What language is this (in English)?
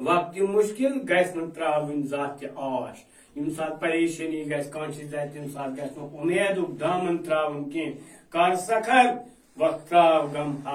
Kashmiri